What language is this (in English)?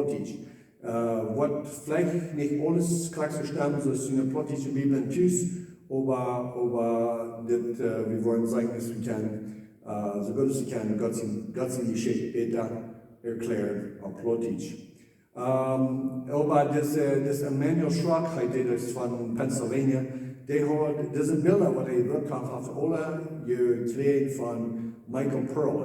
Plautdietsch